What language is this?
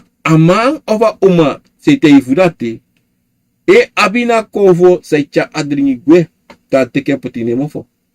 Sranan Tongo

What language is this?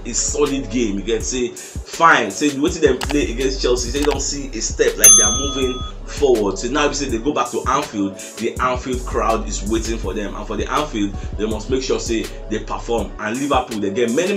Nigerian Pidgin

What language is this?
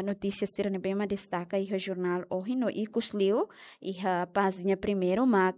Tetum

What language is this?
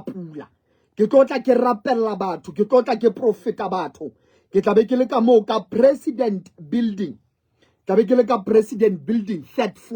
Southern Sotho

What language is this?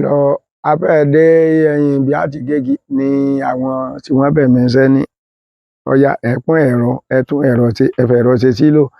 Yoruba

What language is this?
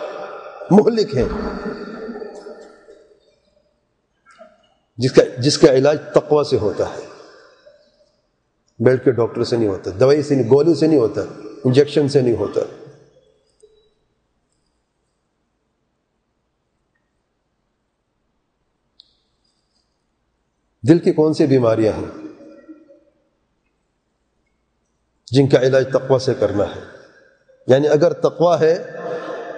Urdu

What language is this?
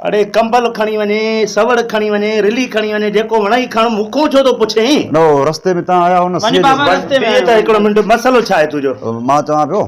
Sindhi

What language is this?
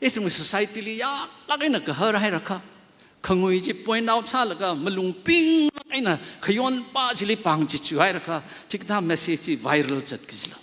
Tangkhul Naga (India)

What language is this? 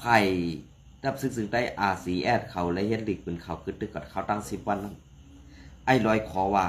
Shan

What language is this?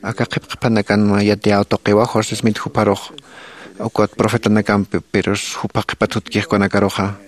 Aymara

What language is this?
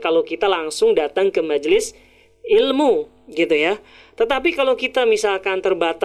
Indonesian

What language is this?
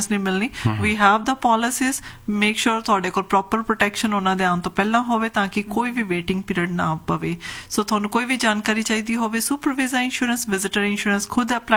Punjabi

